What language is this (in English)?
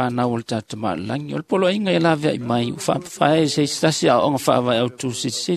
Samoan